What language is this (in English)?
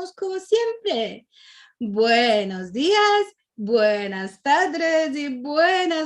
Ladino